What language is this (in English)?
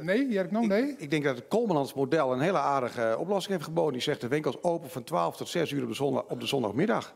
Western Frisian